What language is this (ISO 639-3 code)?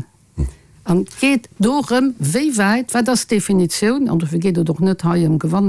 ltz